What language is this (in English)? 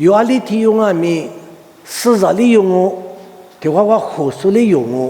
Lisu